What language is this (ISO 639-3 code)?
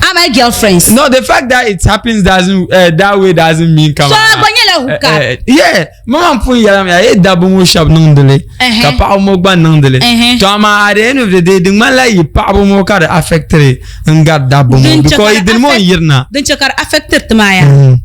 dag